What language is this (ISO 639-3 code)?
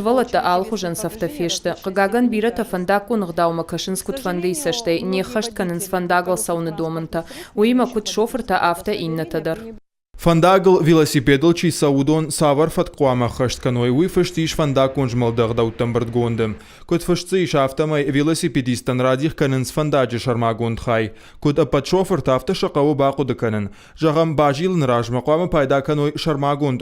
oss